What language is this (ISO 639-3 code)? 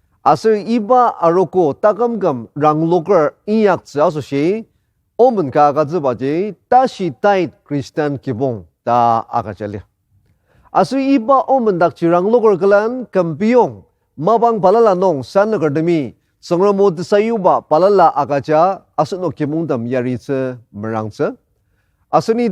njo